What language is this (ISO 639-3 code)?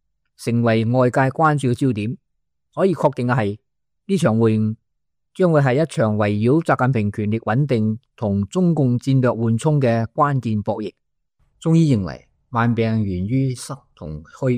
yue